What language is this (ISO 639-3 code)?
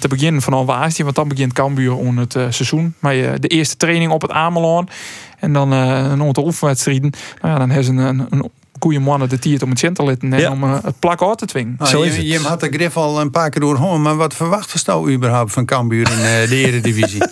fry